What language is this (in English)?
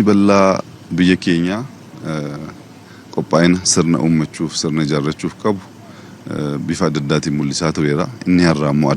Oromo